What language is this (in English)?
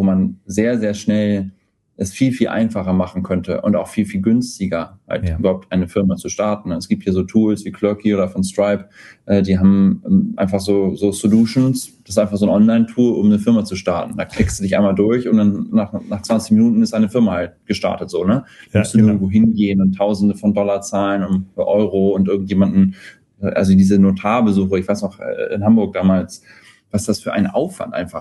German